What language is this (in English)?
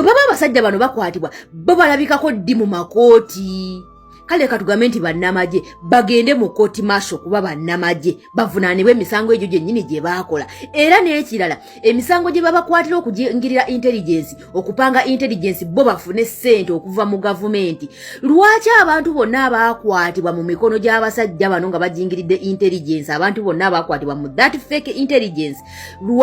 Ganda